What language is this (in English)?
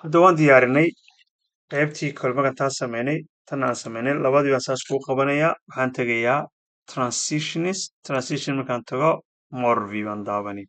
Somali